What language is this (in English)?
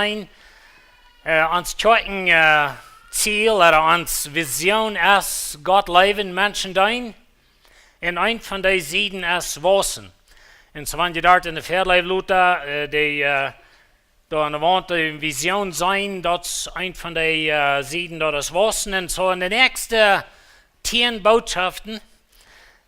Plautdietsch